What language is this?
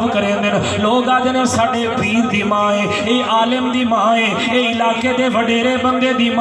Saraiki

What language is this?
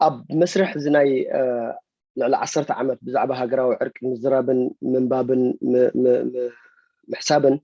Tigrinya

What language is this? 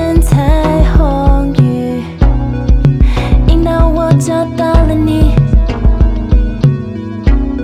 Chinese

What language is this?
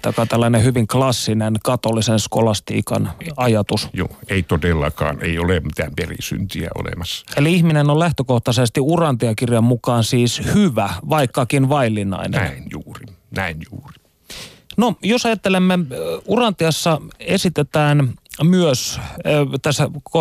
Finnish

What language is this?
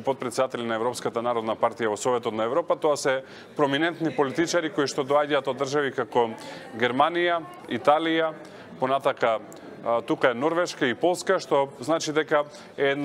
Macedonian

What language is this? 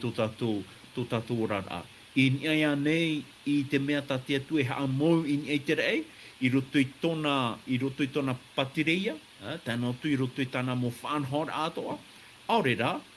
Tahitian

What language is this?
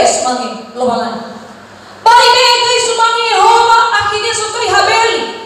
Nias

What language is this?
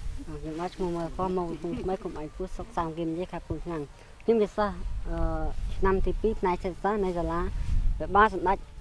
Khmer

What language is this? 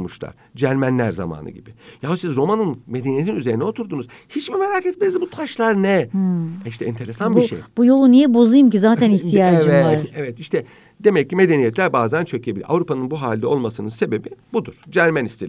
Turkish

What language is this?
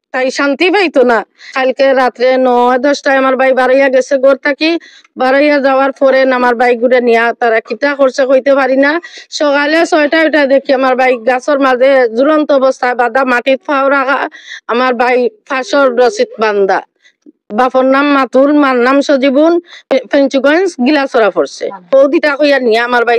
Sylheti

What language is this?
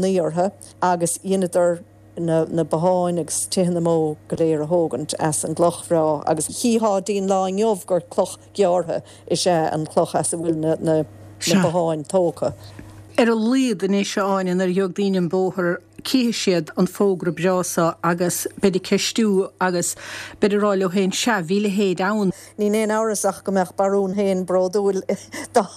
Irish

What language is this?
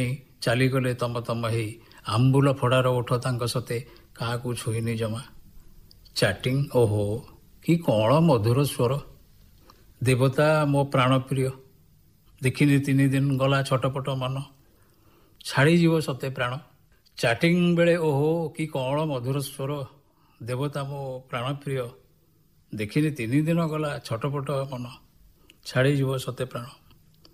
Odia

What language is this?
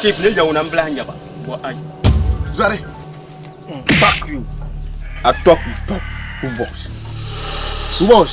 Dagbani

